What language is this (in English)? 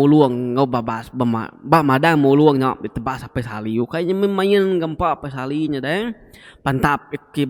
Iban